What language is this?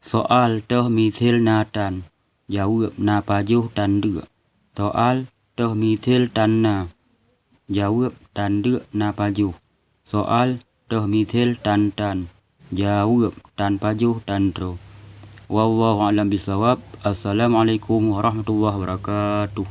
Achinese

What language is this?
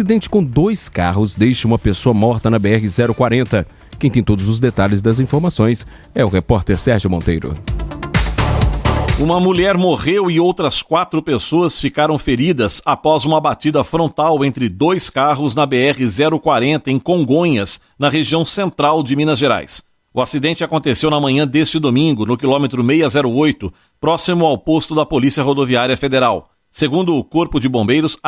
Portuguese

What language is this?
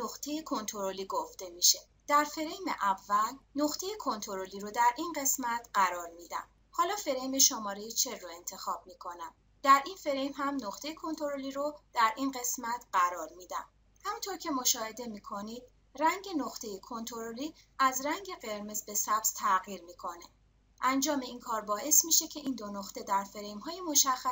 Persian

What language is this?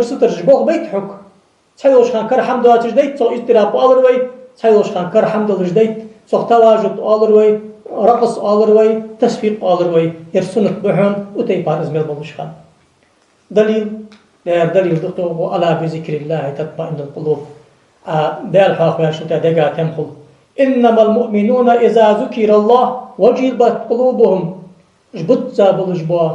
Ingush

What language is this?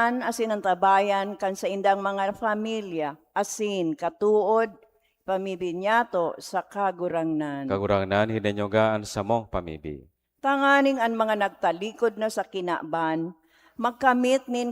Bikol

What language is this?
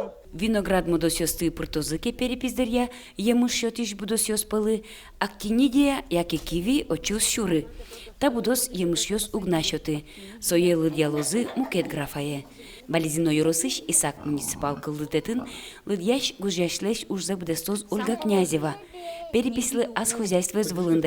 Udmurt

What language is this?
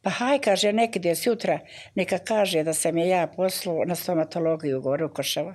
Bosnian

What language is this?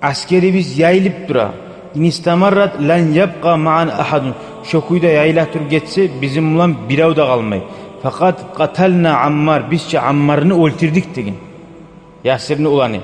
Kumyk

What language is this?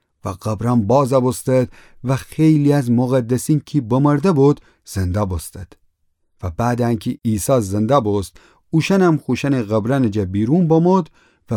Gilaki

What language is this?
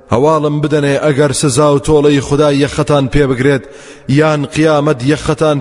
Central Kurdish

